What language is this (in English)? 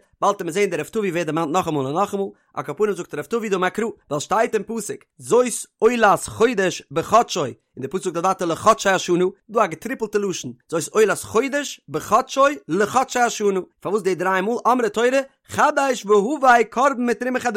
Yiddish